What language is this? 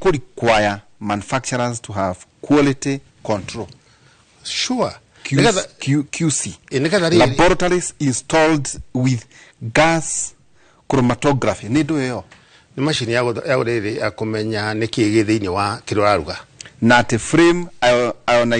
Kikuyu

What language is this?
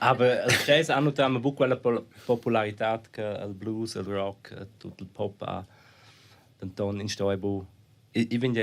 Romansh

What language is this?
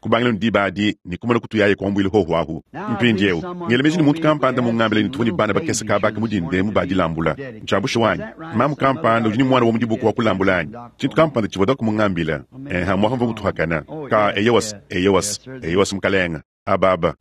Luba-Lulua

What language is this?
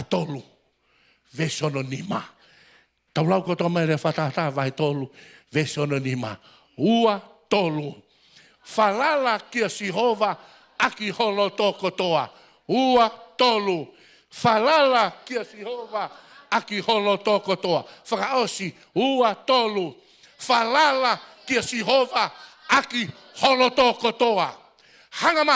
Tongan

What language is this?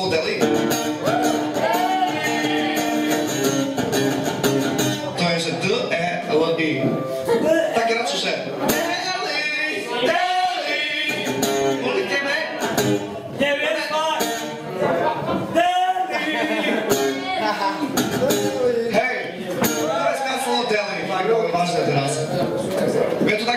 Slovak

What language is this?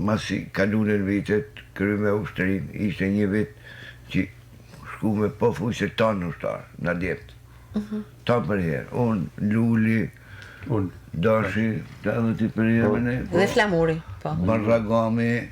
Albanian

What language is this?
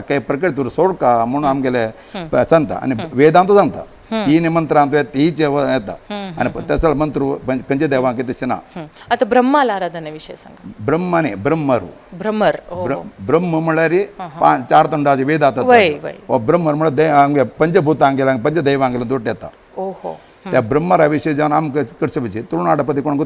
Konkani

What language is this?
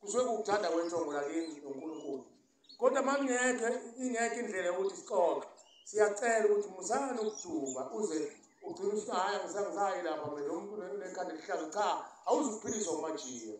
Zulu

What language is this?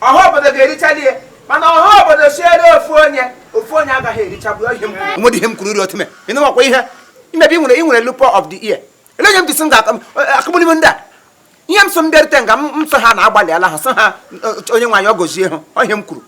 Igbo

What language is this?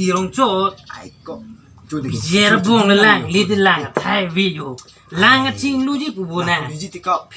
Karbi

